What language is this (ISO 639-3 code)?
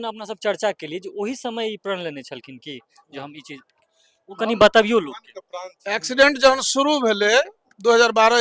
mai